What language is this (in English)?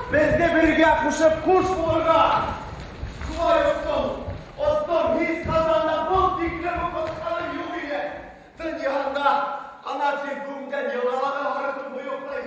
Bashkir